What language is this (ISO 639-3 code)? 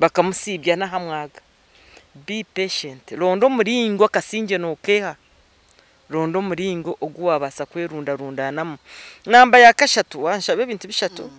nyn